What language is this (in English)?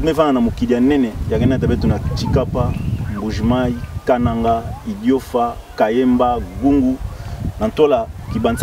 Kituba (Democratic Republic of Congo)